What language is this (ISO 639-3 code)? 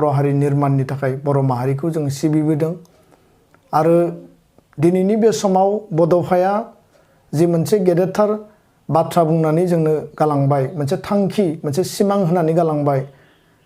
brx